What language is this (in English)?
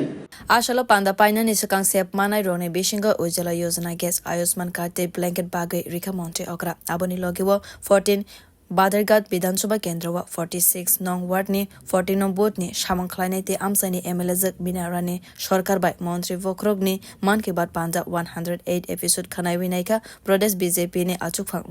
Kok Borok